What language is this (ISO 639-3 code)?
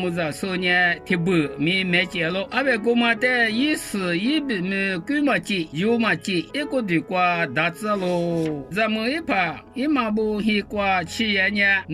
lis